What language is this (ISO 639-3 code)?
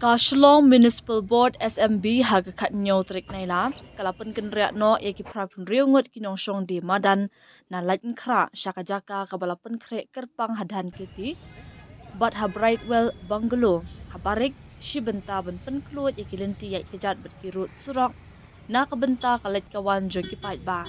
kha